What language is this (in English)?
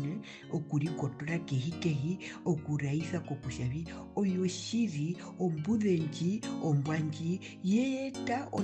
Herero